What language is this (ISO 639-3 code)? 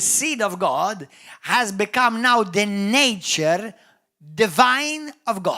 mlt